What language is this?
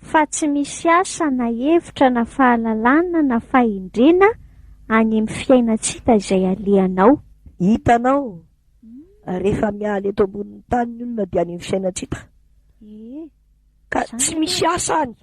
Malagasy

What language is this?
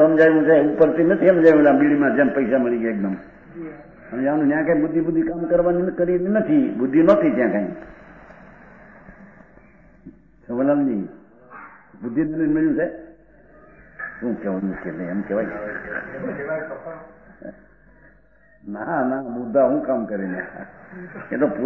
Gujarati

